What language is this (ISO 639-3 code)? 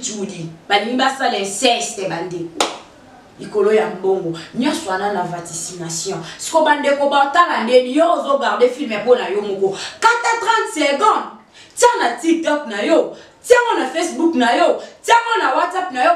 lin